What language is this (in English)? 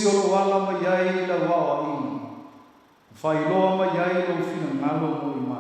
Samoan